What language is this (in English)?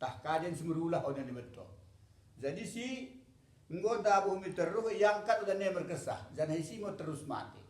Batak Dairi